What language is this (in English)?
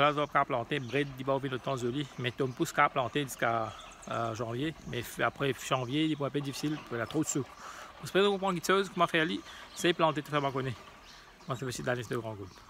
Morisyen